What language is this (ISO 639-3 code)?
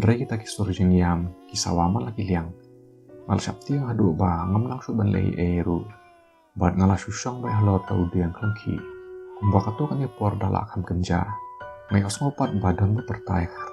kha